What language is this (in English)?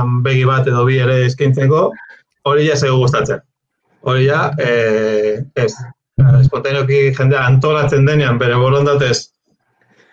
Basque